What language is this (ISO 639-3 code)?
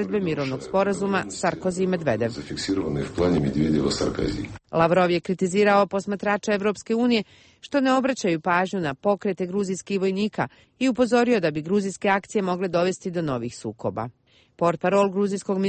bos